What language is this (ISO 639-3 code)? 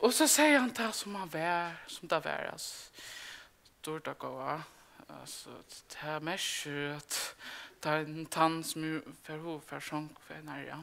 fao